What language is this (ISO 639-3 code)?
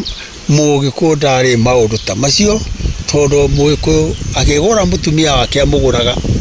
kik